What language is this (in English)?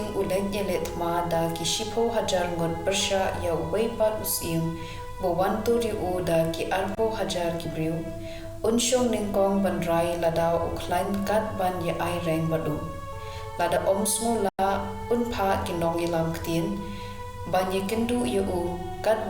Khasi